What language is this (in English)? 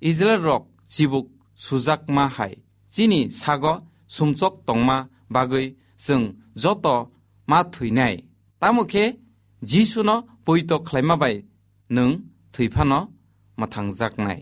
Kok Borok